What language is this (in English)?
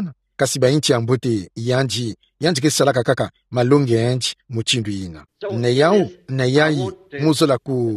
Kituba (Democratic Republic of Congo)